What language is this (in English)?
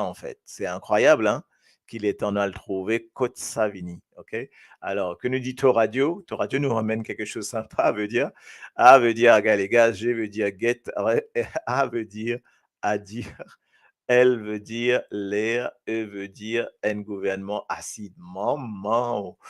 Morisyen